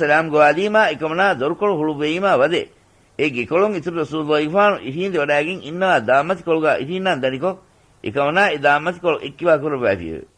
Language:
Divehi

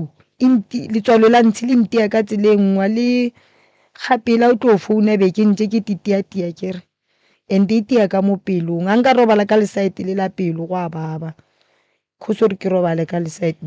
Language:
Northern Sotho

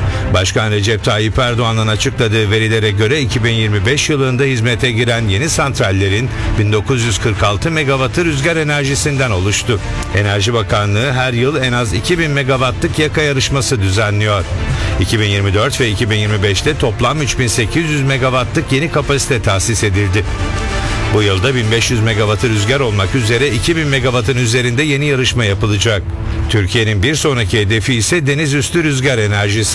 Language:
Turkish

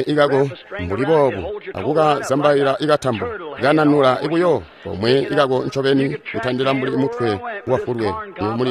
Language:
Tonga (Zambia)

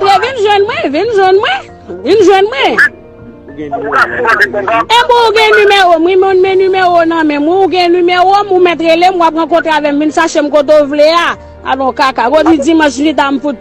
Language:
Haitian Creole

